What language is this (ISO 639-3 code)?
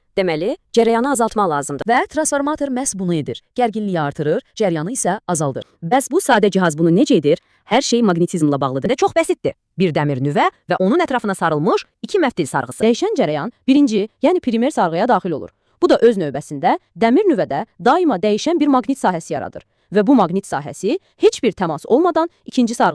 aze